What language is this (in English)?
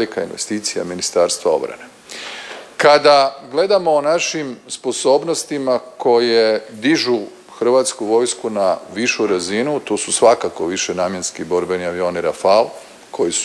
Croatian